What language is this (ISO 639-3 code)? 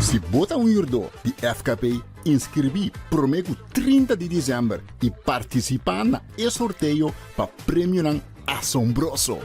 pap